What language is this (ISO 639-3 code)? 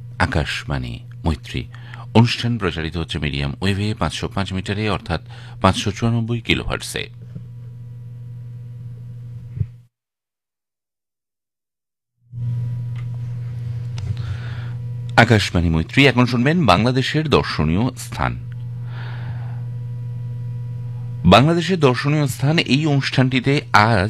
ben